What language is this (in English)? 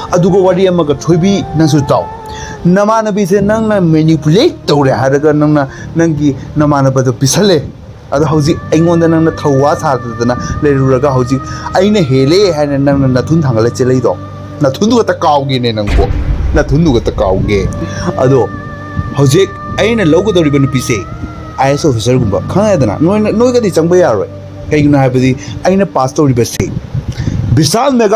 Manipuri